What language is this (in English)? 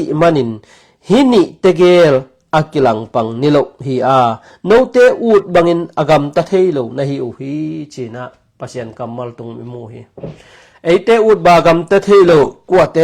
Tedim Chin